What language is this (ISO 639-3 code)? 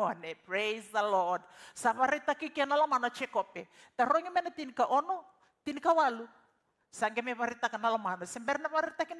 fij